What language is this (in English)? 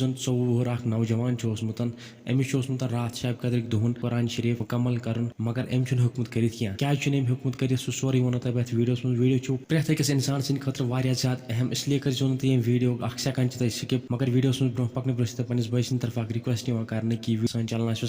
Kashmiri